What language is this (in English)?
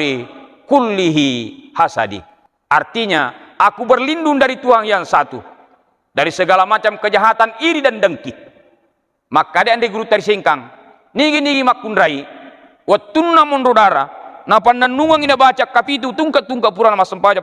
Buginese